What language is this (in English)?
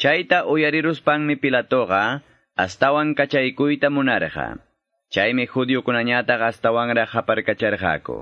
Quechua